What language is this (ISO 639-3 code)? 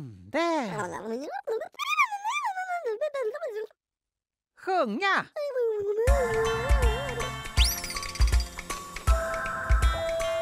swe